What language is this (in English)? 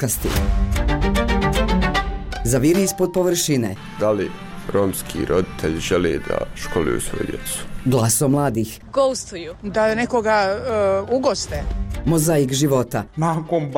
Bosnian